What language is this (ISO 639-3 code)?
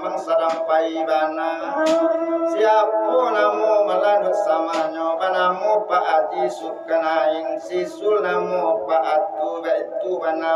min